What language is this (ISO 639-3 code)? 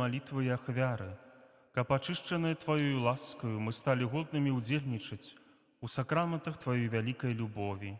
bel